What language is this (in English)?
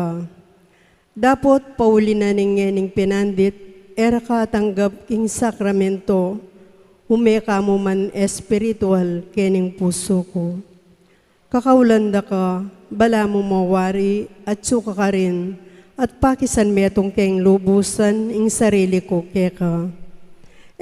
Pampanga